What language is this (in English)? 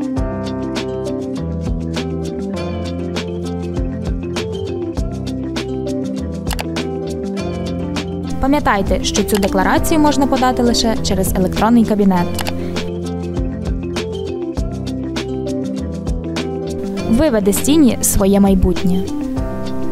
Ukrainian